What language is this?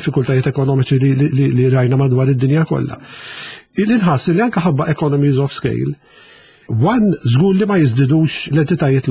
Maltese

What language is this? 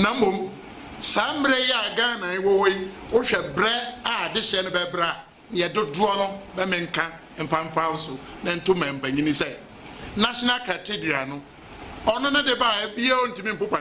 Akan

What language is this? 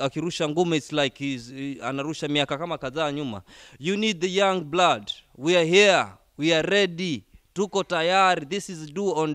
Swahili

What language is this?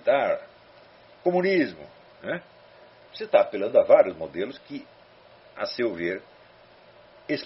Portuguese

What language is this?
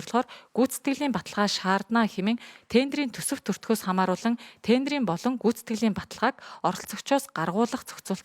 Mongolian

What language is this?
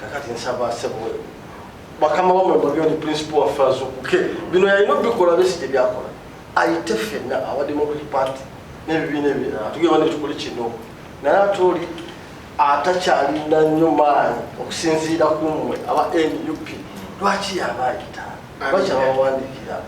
Ganda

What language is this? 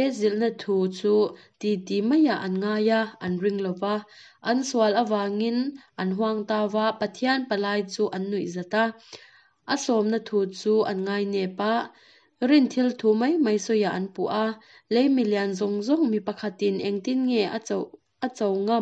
Mizo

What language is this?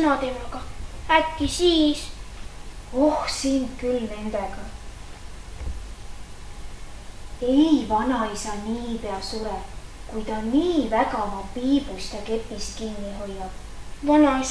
Estonian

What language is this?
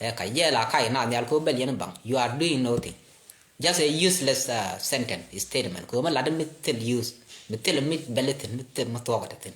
Nuer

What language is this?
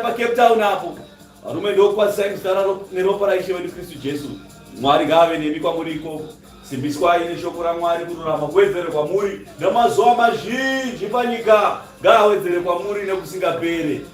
Shona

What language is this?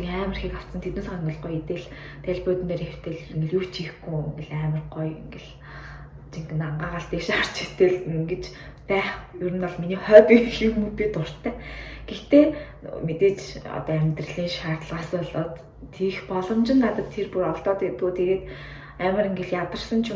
Mongolian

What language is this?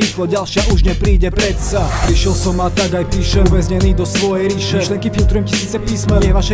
Slovak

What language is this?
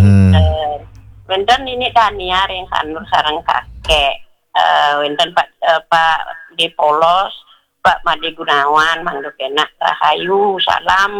Balinese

